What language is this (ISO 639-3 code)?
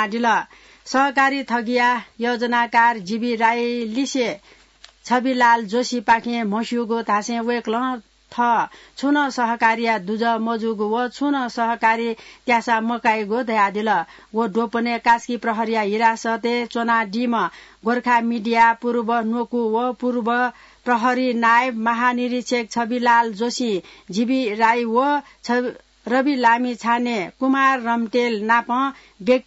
new